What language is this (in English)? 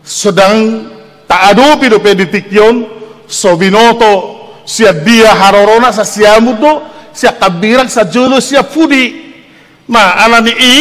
Batak Toba